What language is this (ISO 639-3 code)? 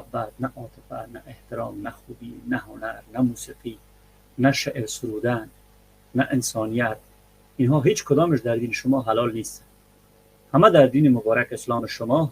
fas